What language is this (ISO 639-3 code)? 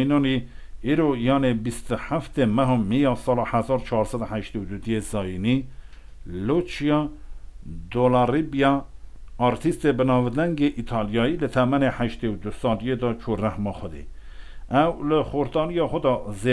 kur